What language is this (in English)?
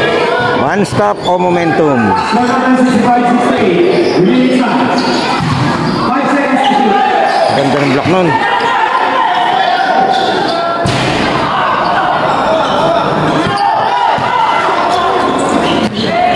Filipino